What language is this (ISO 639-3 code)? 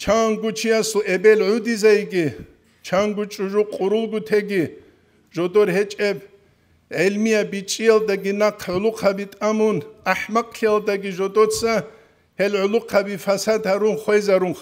ava